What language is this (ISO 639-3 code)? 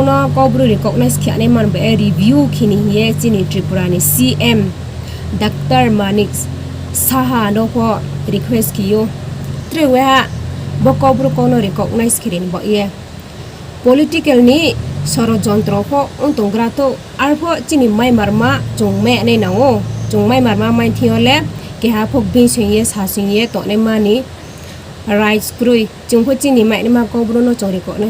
ria